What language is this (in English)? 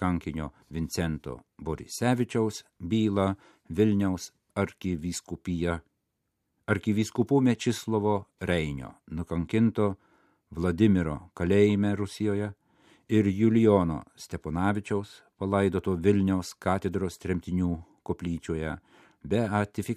Lithuanian